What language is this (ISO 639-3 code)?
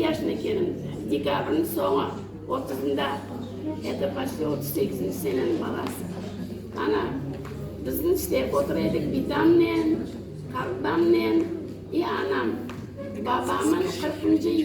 crh